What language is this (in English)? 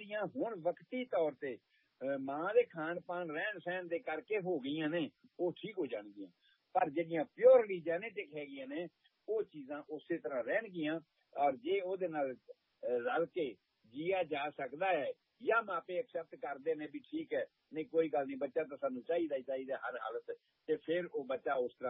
Punjabi